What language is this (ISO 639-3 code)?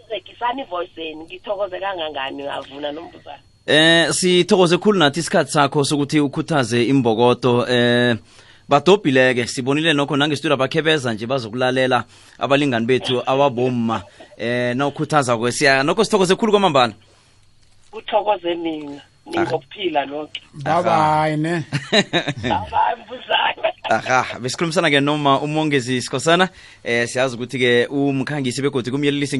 nbl